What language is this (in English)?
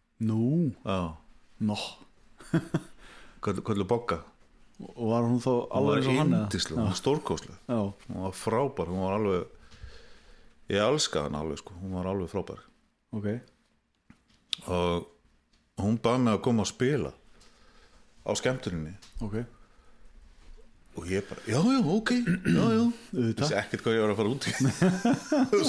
Icelandic